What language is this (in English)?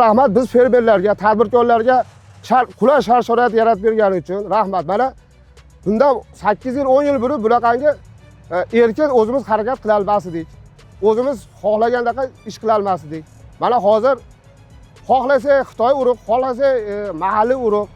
Uzbek